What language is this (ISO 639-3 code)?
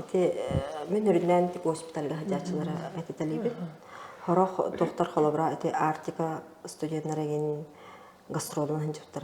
sah